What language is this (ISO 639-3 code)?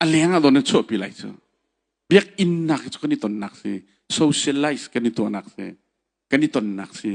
cnh